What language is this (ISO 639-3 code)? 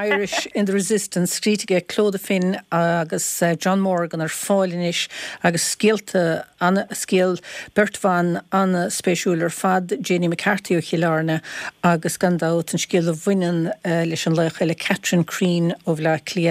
gle